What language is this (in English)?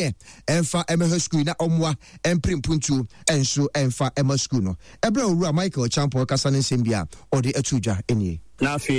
Akan